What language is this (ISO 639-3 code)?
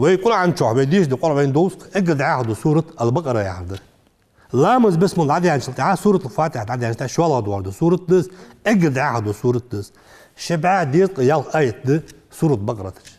inh